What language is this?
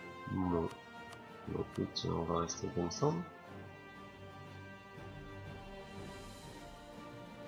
French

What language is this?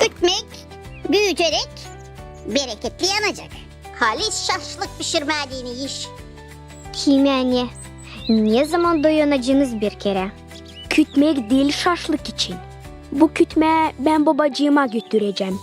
Gagauz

